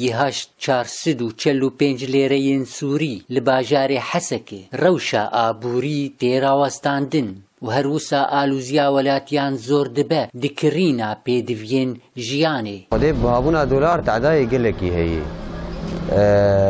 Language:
Kurdish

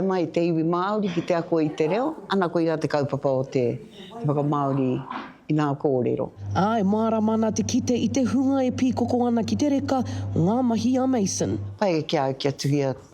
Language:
Māori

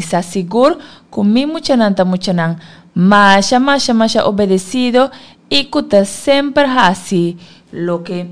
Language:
Papiamento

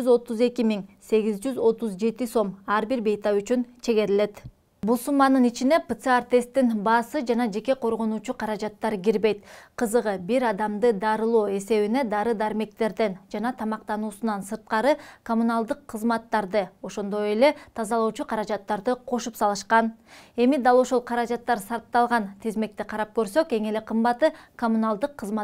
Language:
Kyrgyz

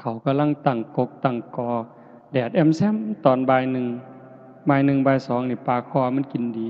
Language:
Northeastern Thai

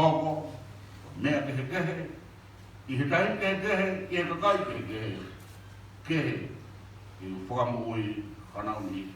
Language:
Tongan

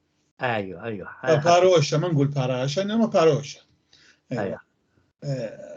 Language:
North Levantine Arabic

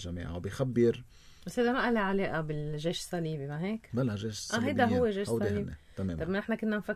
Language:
North Levantine Arabic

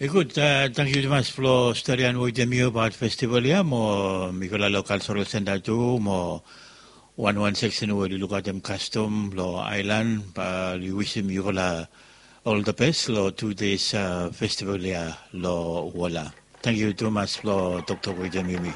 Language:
Bislama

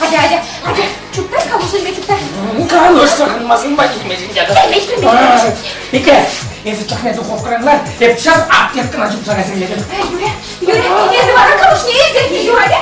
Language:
Chuvash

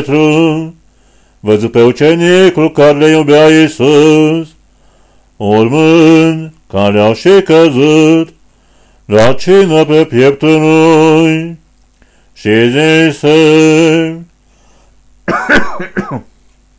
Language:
Romanian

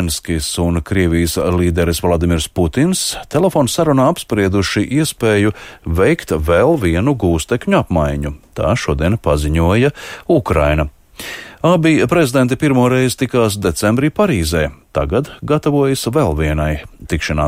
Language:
Latvian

